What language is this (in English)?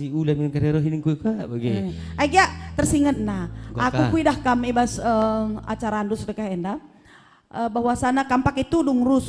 Batak Karo